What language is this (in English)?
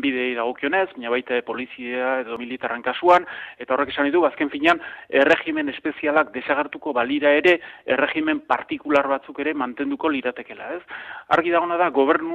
Basque